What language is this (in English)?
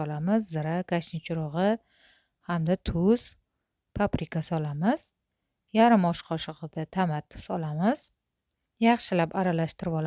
Uzbek